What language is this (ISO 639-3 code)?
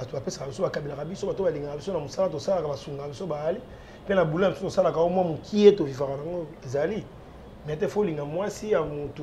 lin